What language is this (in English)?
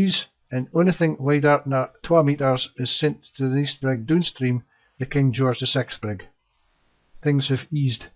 Scots